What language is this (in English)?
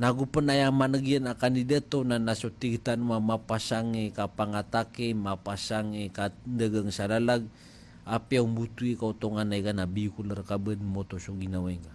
Maranao